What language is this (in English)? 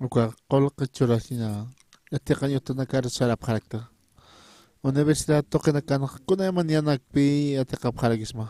Aymara